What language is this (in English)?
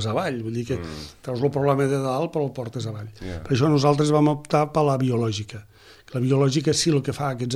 Catalan